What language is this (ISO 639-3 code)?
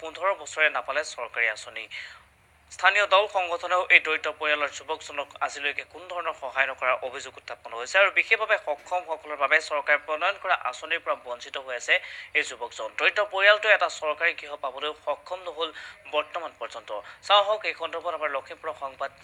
asm